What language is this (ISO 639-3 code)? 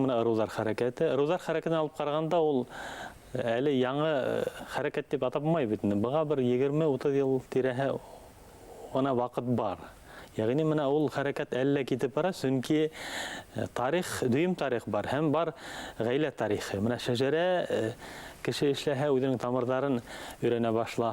bak